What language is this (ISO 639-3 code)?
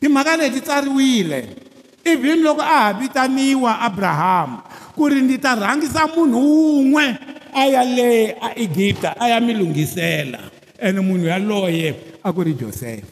tso